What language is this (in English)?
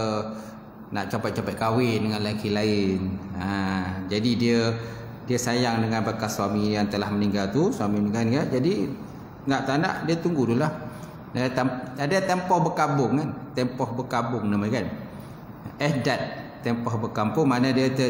Malay